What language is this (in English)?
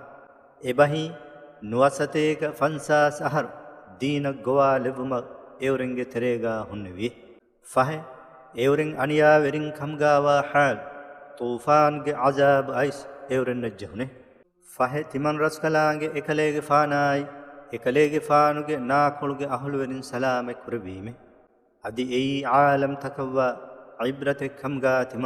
Divehi